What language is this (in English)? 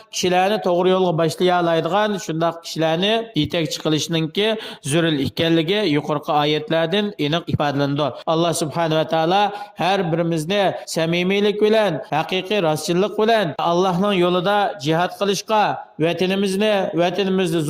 Uyghur